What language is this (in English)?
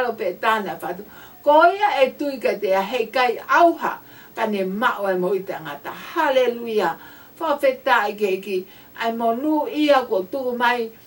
Tongan